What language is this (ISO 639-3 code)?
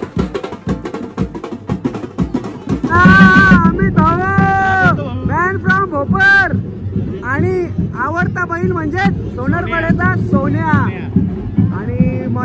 mar